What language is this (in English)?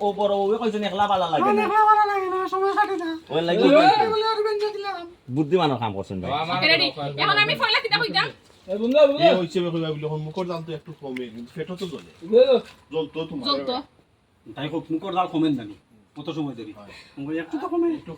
Sylheti